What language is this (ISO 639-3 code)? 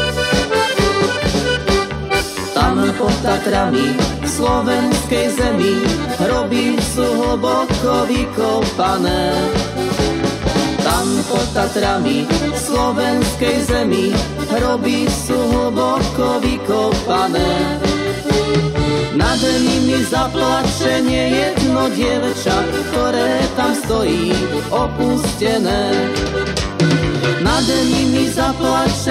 slk